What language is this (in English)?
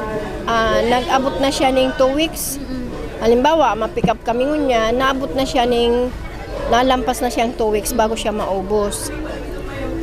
Bikol